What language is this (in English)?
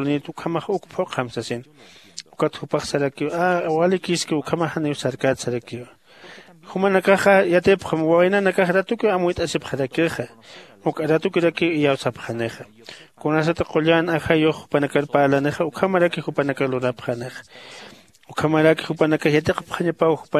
Aymara